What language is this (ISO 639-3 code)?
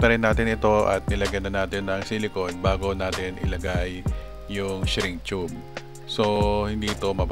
fil